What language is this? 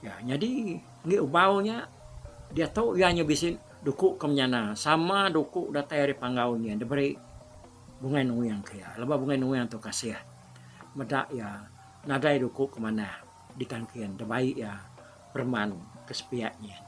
Iban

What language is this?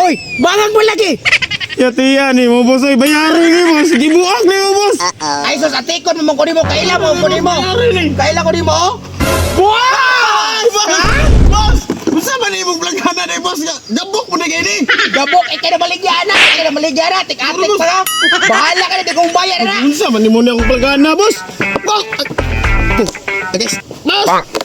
Cebuano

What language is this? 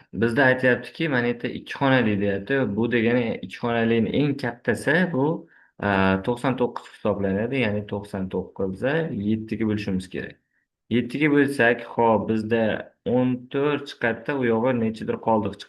Uzbek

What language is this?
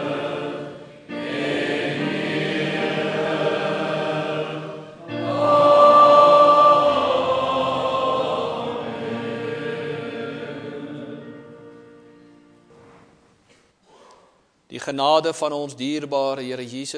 Afrikaans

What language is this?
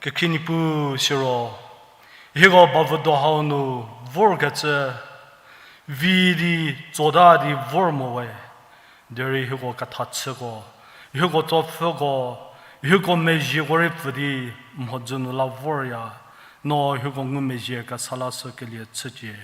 Angami Naga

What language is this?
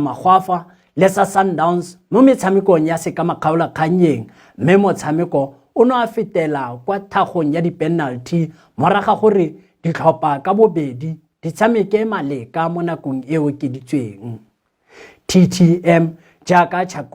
Tswana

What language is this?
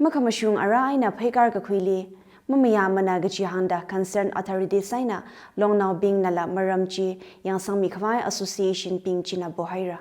Tangkhul Naga (India)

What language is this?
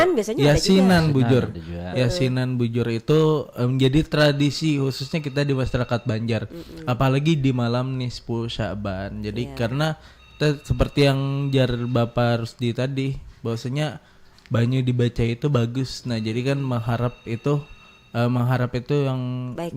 Banjar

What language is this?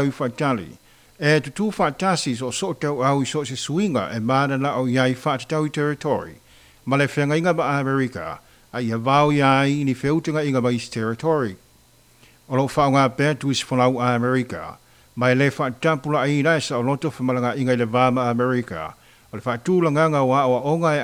Samoan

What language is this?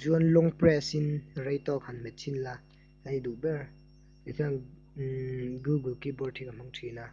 Mizo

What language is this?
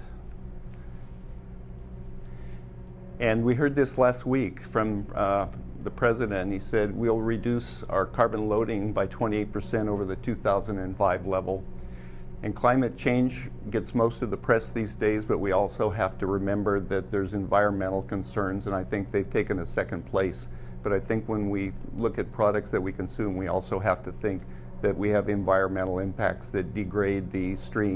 English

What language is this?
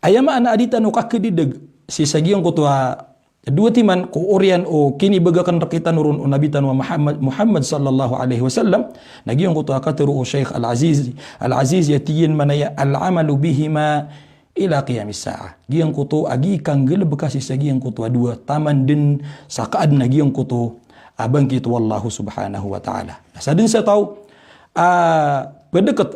Maranao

